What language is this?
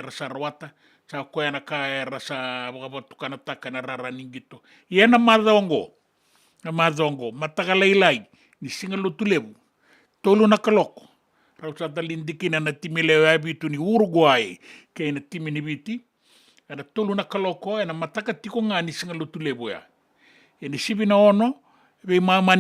Fijian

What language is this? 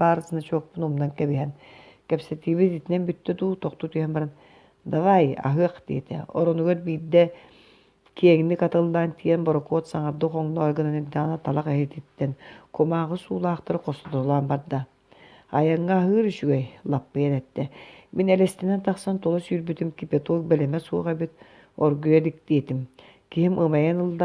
Yakut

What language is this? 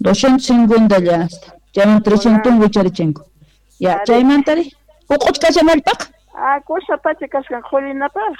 South Bolivian Quechua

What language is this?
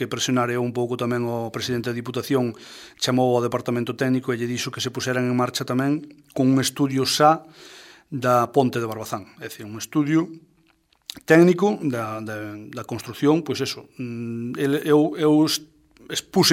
Galician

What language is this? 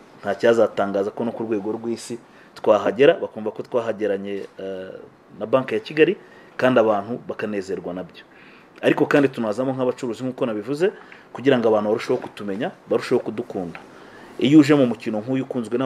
Kinyarwanda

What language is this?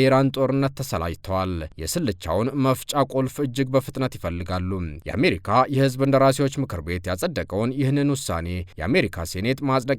Amharic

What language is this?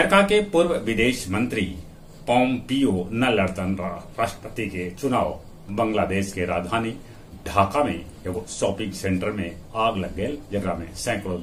Magahi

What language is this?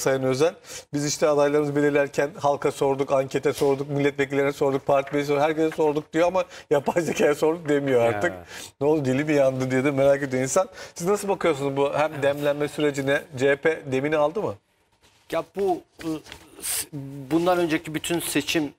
Turkish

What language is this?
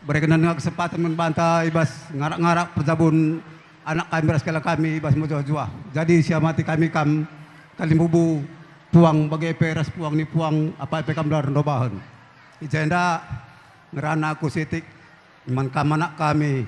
Batak Karo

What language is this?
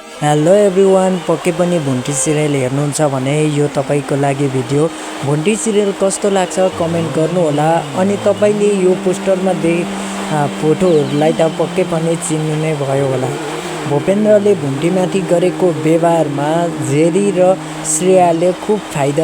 Nepali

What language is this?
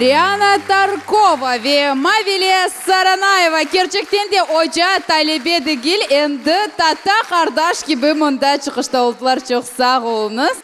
Crimean Tatar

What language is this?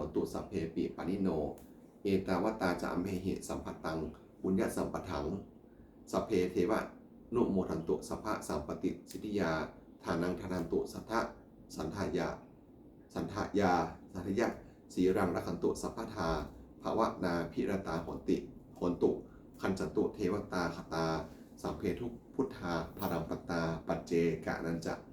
Pali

